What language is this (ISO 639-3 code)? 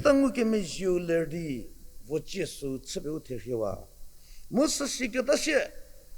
njm